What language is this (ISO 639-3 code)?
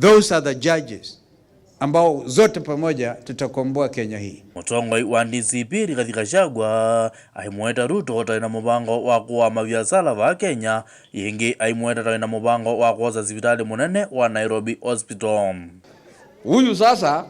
kam